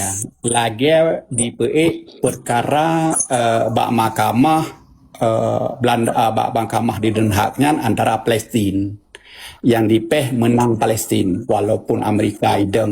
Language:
Achinese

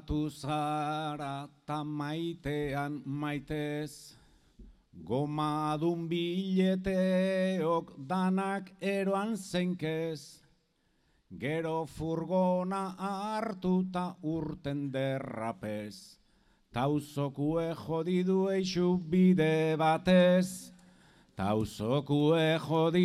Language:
Basque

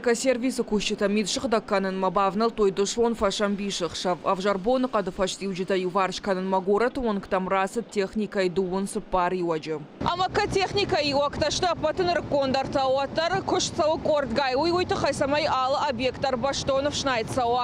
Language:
Ossetic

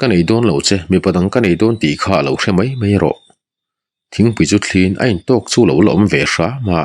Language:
Mizo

